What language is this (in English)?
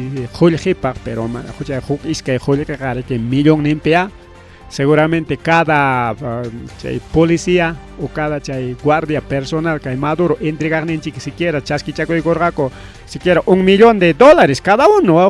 Ayacucho Quechua